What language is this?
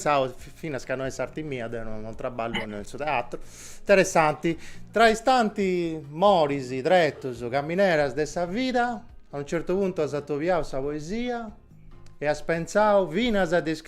Sardinian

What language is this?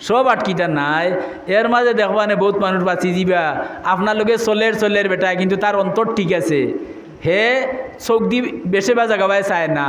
Sylheti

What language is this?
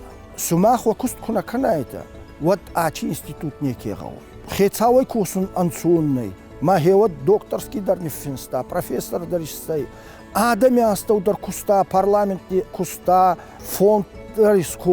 Ossetic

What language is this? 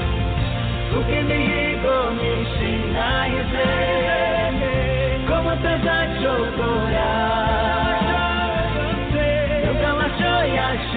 Kinyarwanda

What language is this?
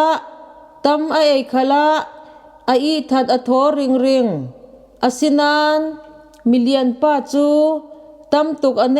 Falam Chin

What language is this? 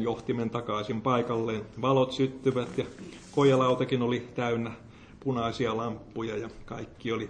Finnish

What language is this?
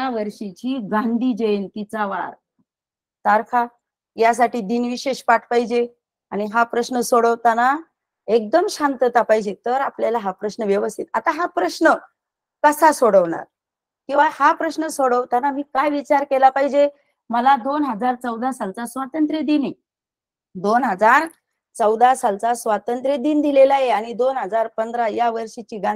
Marathi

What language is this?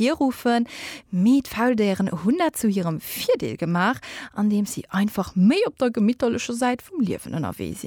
Luxembourgish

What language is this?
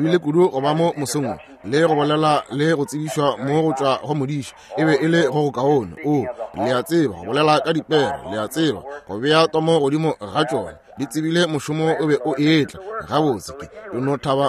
Northern Sotho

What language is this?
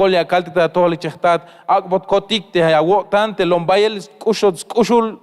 Tzeltal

